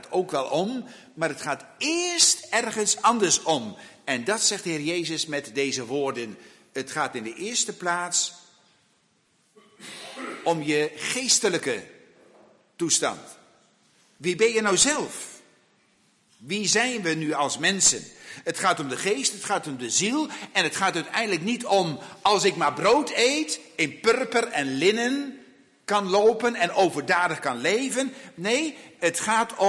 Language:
Dutch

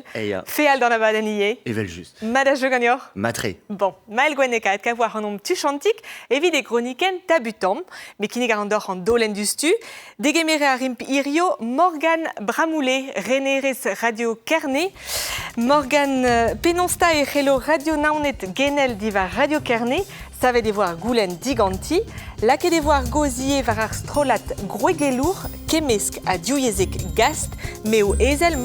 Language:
Breton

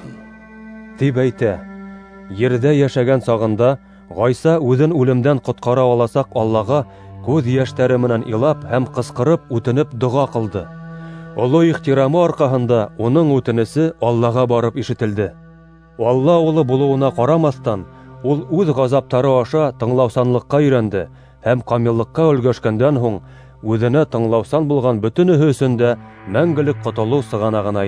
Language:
Bashkir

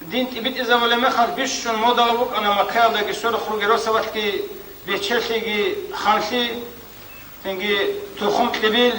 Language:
Avaric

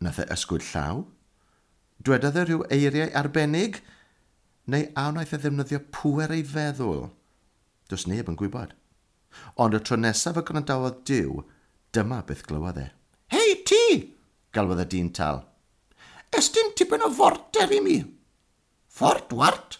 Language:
Welsh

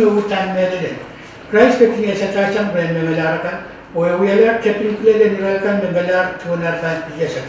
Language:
Pohnpeian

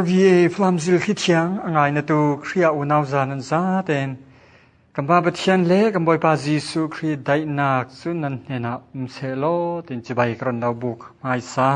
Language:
Falam Chin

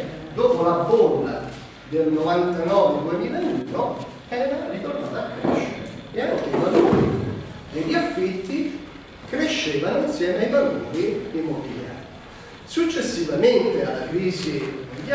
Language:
Italian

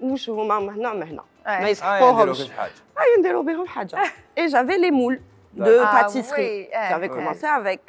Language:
Algerian Arabic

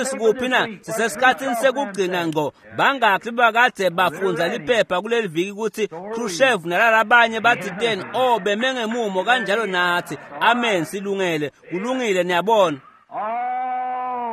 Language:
Swati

